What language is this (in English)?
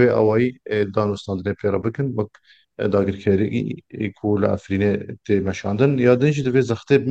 Kurdish